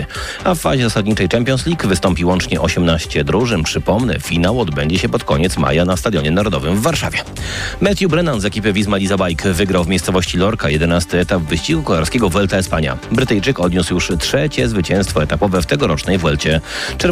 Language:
Polish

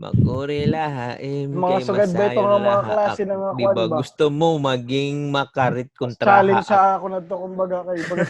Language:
Waray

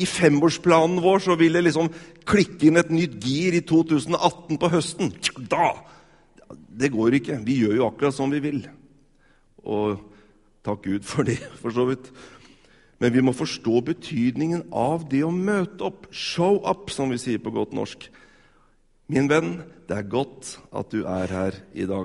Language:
Norwegian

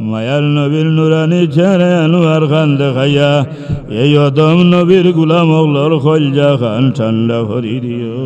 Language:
Sylheti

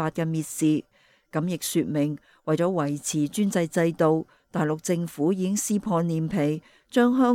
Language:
Cantonese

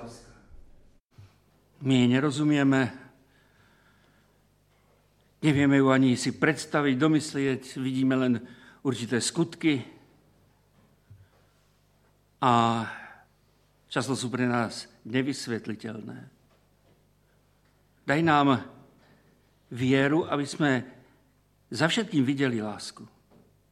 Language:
Slovak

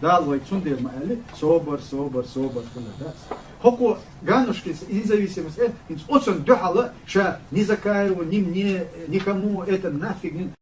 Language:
Chechen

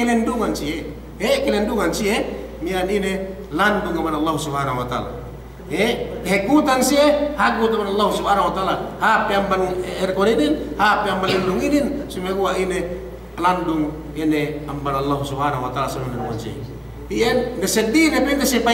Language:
Yakan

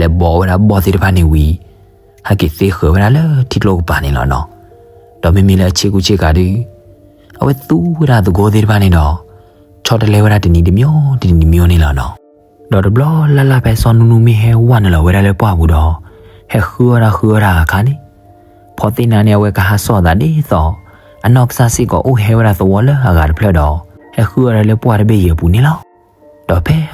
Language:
S'gaw Karen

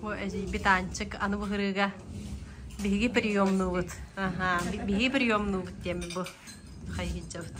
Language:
Yakut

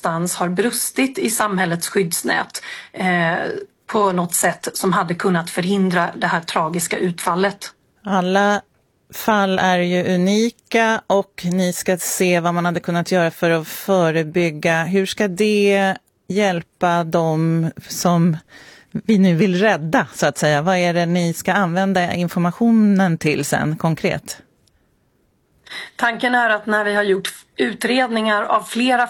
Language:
Swedish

